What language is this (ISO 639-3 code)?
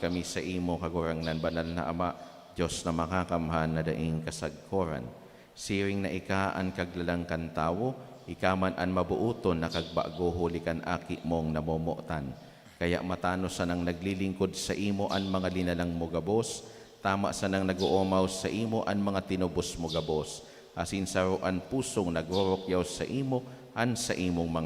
bik